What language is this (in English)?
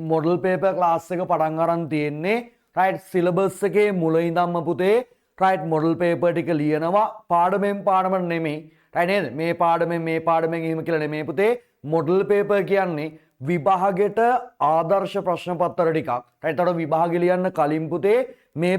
Sinhala